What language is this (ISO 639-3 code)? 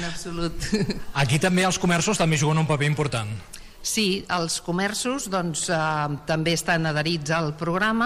cat